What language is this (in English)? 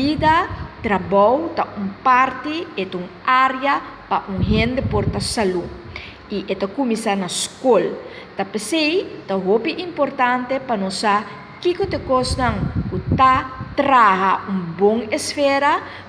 Papiamento